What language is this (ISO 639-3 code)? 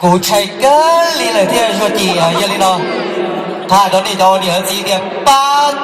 hmn